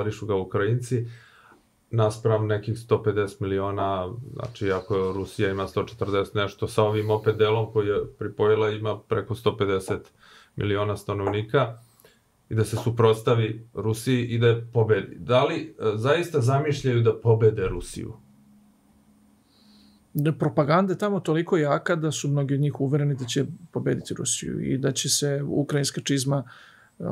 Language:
Serbian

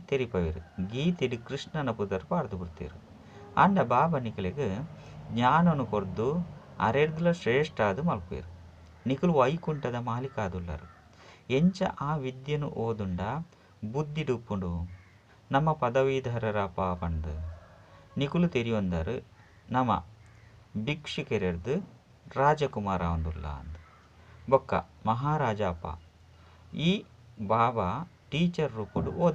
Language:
Tulu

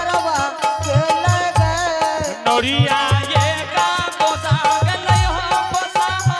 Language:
Angika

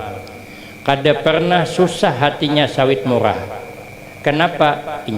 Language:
Banjar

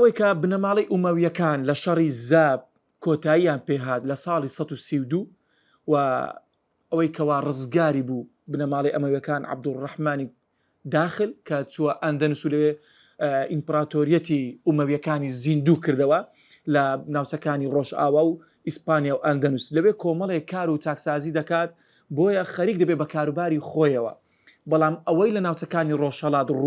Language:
Central Kurdish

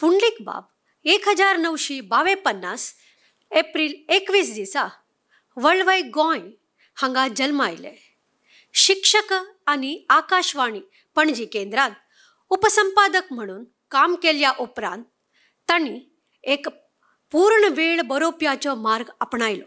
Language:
Konkani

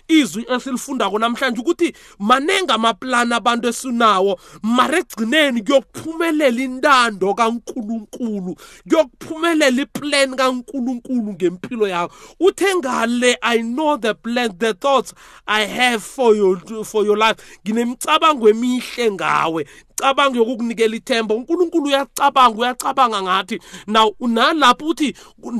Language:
South Ndebele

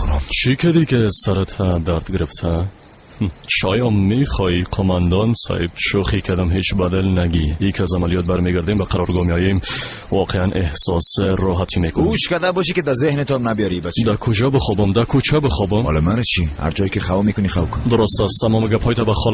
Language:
Persian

